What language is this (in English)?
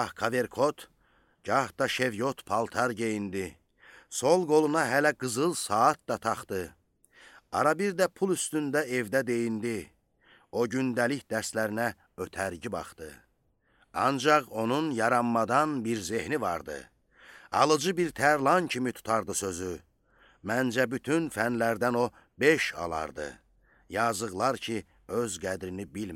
Azerbaijani